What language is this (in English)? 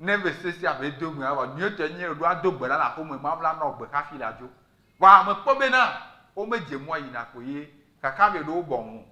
Ewe